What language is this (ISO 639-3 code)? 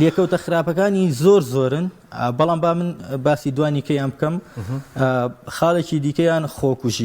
ckb